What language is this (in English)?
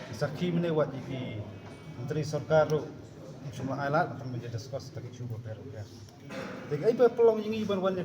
Khasi